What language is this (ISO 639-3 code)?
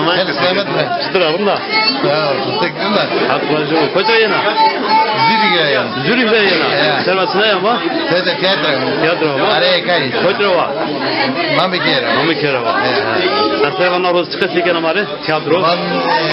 zza